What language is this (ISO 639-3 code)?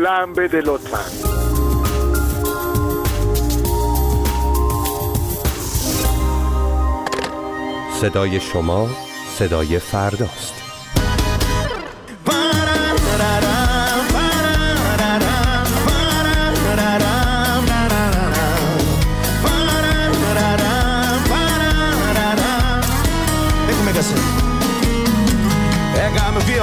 fas